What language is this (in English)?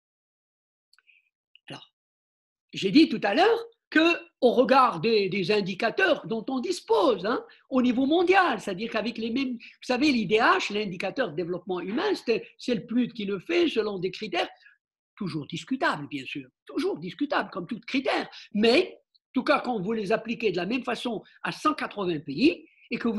French